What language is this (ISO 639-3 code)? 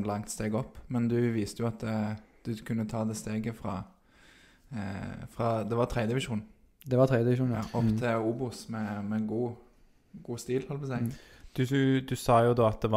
nor